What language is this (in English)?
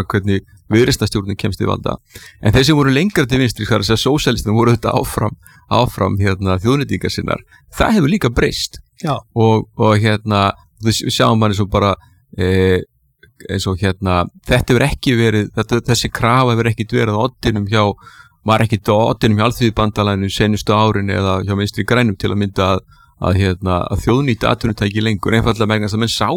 Icelandic